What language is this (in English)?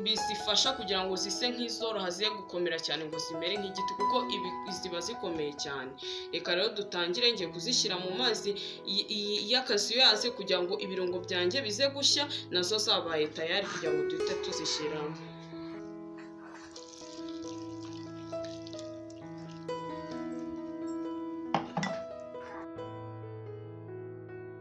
Kinyarwanda